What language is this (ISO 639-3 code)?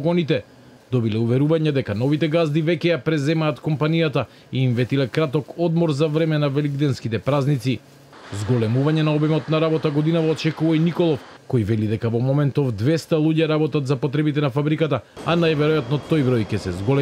mkd